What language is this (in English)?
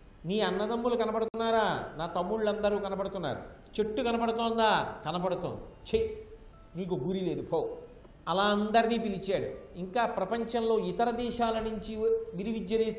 Telugu